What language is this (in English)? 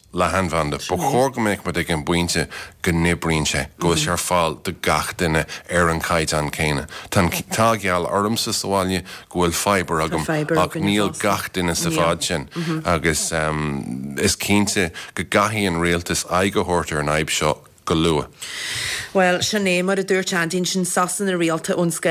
Irish